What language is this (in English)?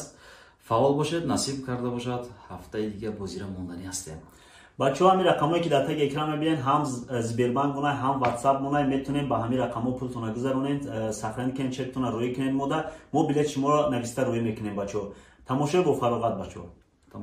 Tajik